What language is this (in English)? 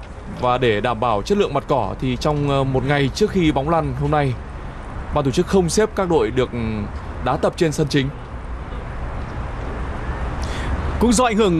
Vietnamese